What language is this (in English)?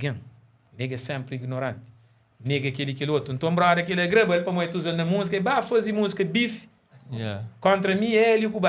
Kabuverdianu